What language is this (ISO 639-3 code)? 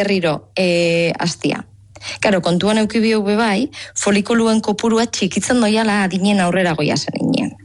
eus